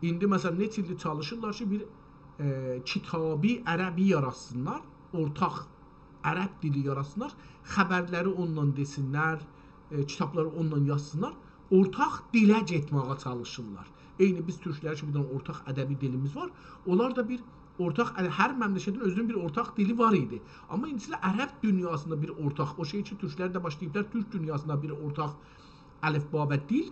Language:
South Azerbaijani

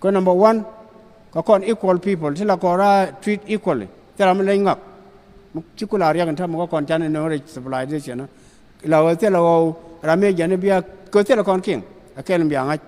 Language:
Nuer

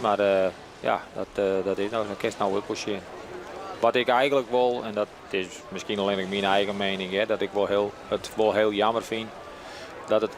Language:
Western Frisian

